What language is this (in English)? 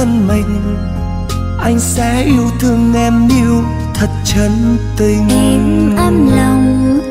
Vietnamese